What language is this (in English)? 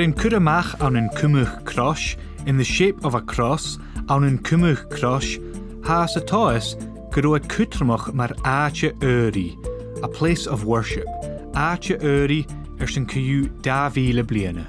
Scottish Gaelic